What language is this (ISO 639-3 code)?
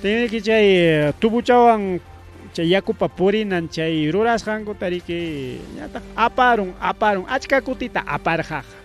quy